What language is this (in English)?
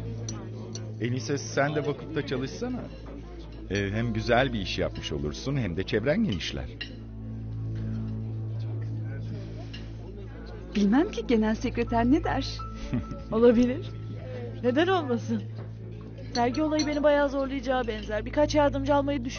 Turkish